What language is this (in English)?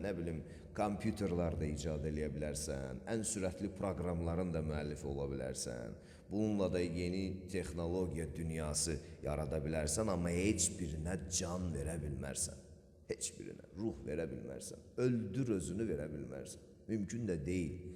Azerbaijani